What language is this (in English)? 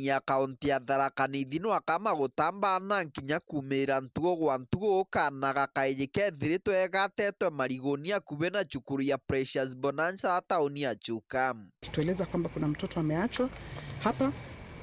Meru